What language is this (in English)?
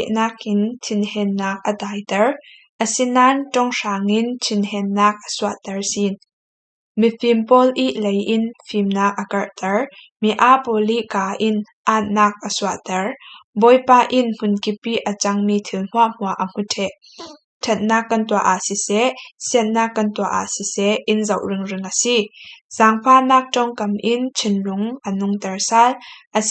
Falam Chin